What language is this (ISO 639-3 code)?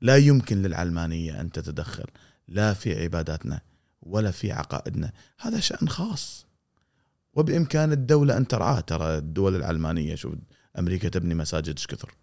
afb